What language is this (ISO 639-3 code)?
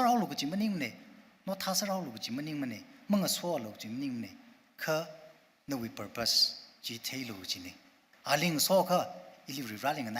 nmf